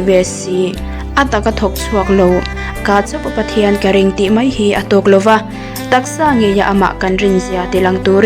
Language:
Mizo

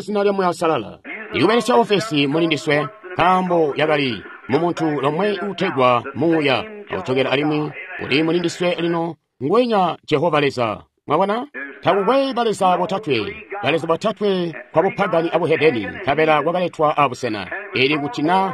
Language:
Tonga (Zambia)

